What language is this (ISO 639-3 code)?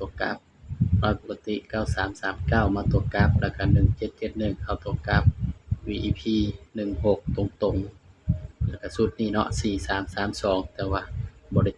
tts